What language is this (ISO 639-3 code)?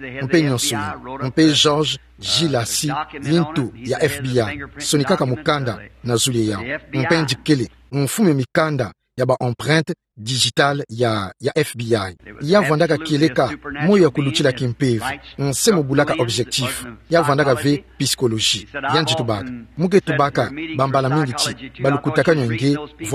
ktu